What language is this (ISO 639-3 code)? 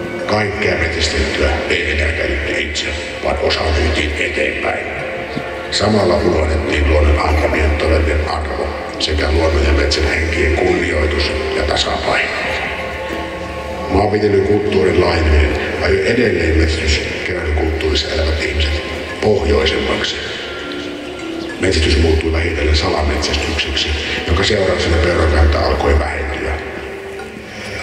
fin